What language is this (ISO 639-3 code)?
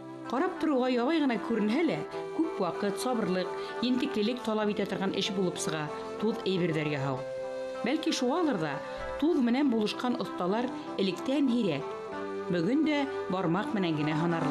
bak